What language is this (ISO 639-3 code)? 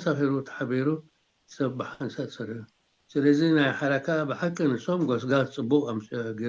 tir